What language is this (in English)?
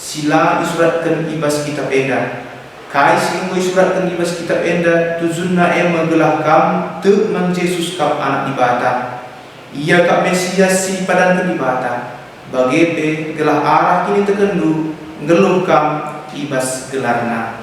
Batak Karo